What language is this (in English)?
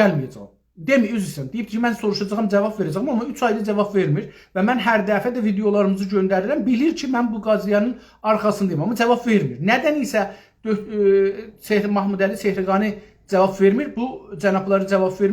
South Azerbaijani